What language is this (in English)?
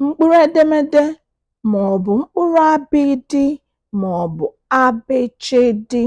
Igbo